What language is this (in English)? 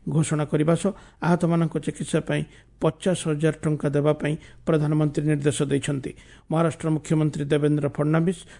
Odia